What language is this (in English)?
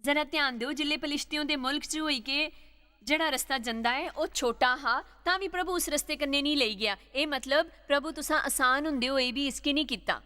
Dogri